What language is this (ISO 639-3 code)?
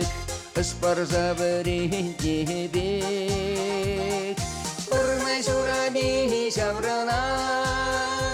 chv